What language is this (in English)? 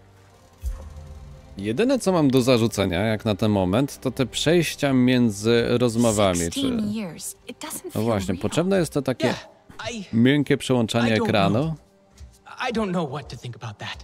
Polish